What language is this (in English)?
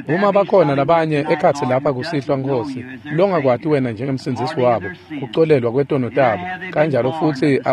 Swati